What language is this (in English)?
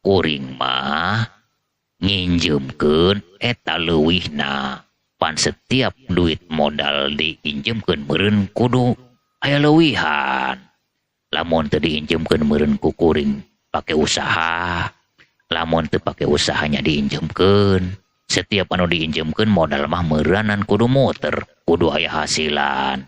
Sundanese